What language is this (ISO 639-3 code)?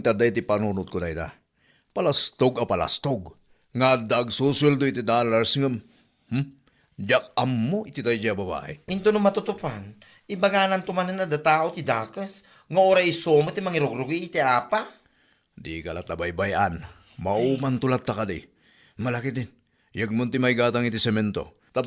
ilo